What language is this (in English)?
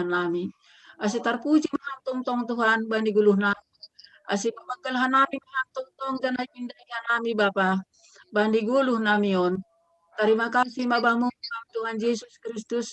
Batak Simalungun